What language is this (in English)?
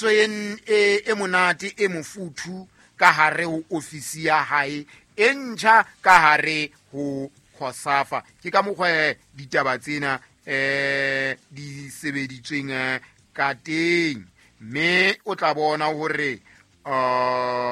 Southern Sotho